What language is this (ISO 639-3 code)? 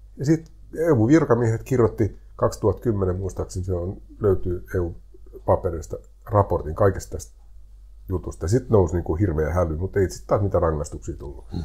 fin